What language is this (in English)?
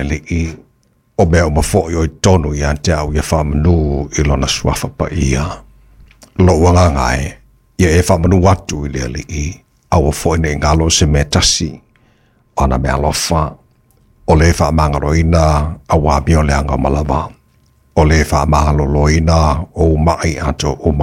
Samoan